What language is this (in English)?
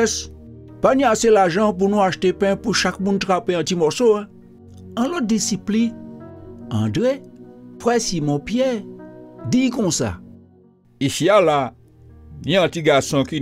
Guadeloupean Creole French